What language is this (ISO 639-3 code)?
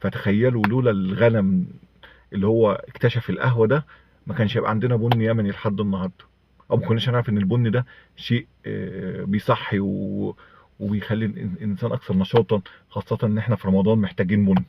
arz